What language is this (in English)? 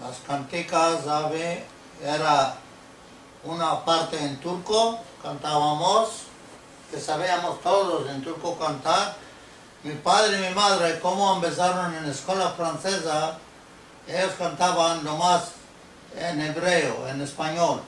Ladino